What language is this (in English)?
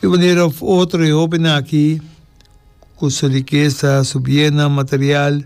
Papiamento